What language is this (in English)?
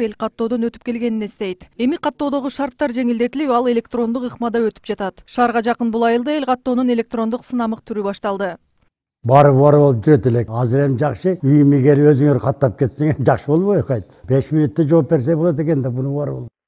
Kyrgyz